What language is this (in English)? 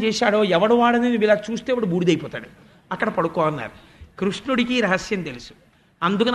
Telugu